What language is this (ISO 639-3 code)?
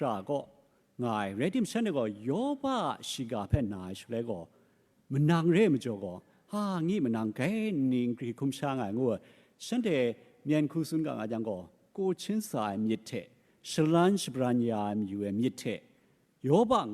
kac